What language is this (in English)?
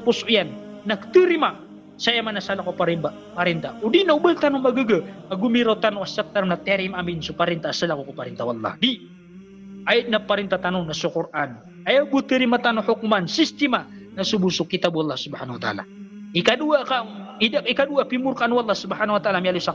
Maranao